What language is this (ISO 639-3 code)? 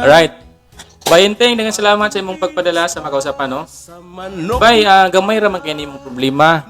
ceb